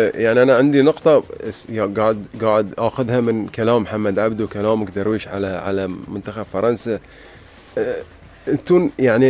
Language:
Gulf Arabic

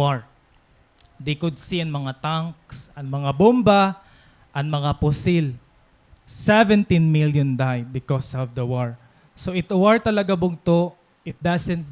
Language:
Waray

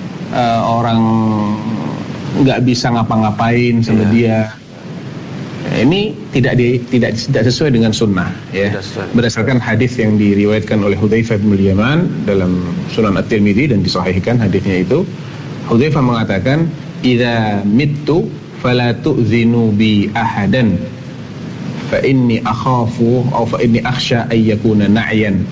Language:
Indonesian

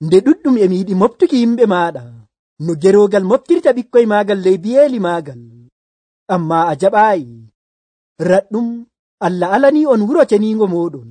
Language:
Nigerian Fulfulde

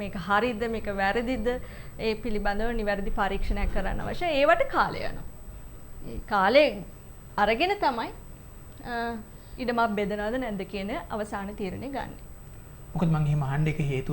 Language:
Sinhala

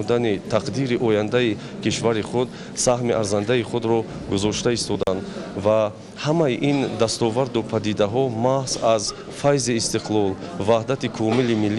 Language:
Tajik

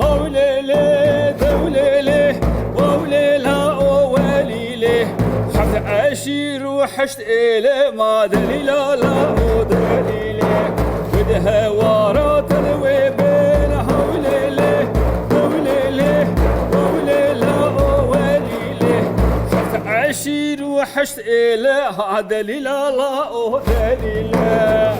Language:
Kurdish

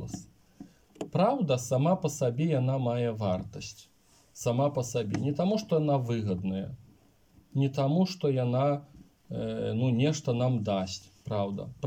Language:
Belarusian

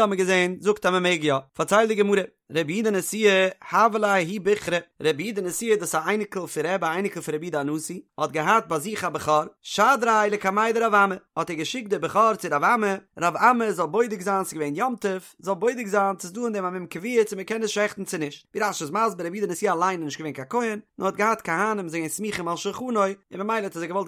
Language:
Yiddish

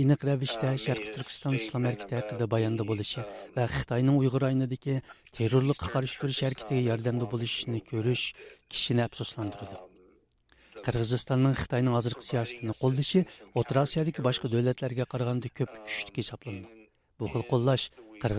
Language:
Uyghur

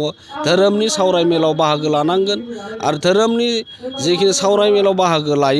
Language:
Bodo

